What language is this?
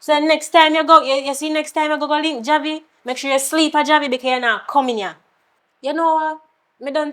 Jamaican Creole English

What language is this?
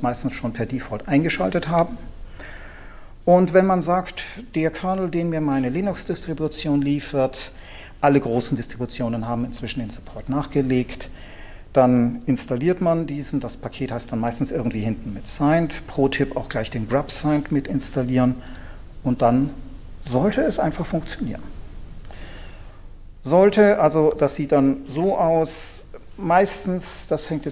German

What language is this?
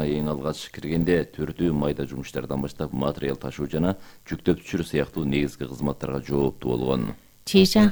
Kyrgyz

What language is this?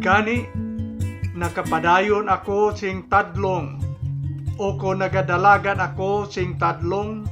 Hiligaynon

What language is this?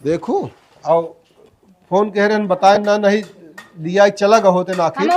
Awadhi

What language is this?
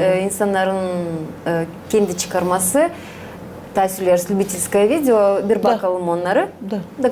Gagauz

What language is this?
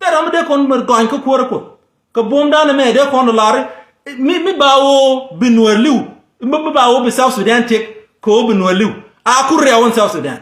Nuer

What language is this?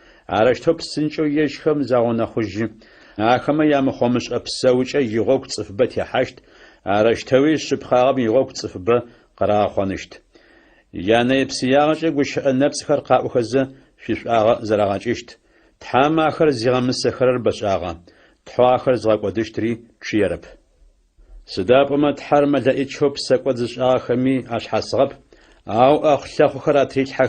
Adyghe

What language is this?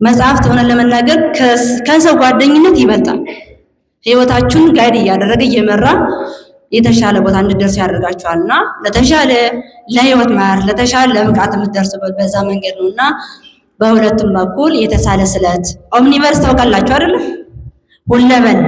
Amharic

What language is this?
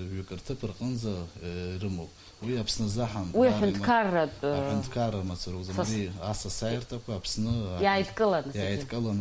Abkhazian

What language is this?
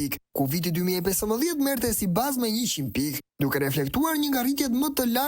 Albanian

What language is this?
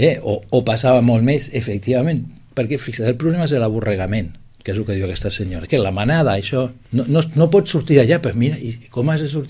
Catalan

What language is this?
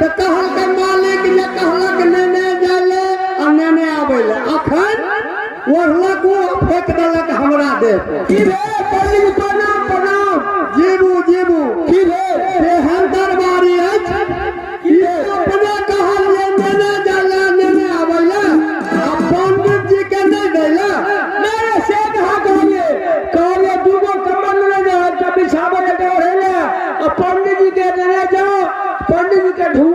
Maithili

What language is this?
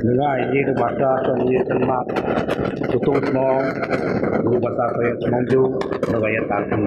Biatah Bidayuh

